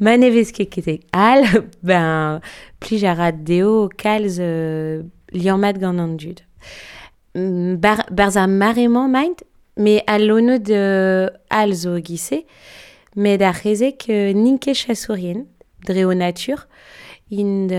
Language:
Breton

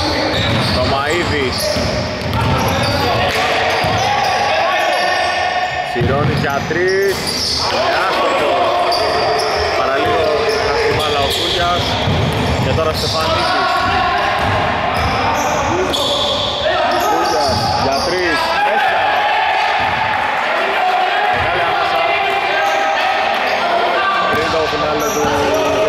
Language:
Greek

